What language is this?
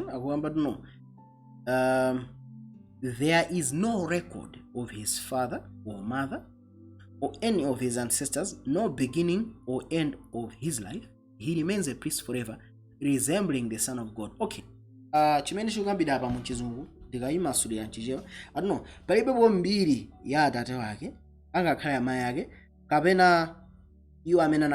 Nyanja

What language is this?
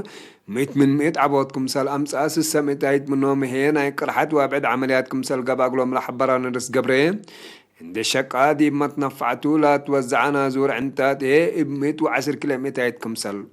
Tigre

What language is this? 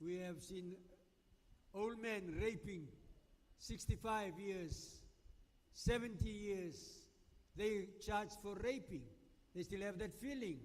Gilbertese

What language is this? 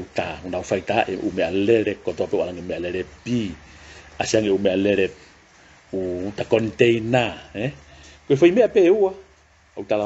Tongan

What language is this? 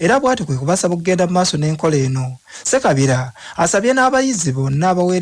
Ganda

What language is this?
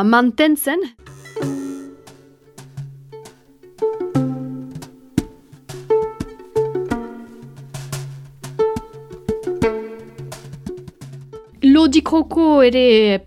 Basque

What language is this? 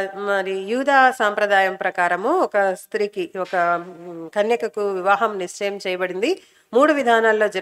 Telugu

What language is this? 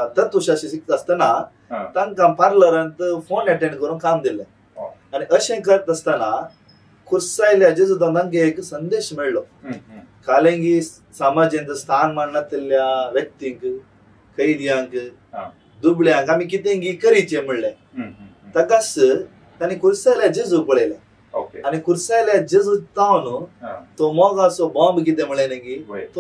Konkani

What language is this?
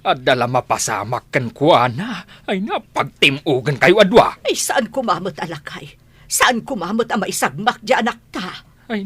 Iloko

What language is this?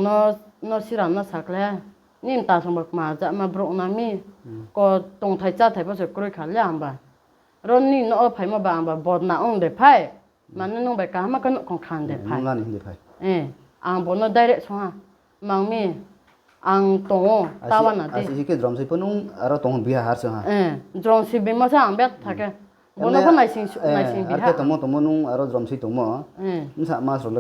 Riang (India)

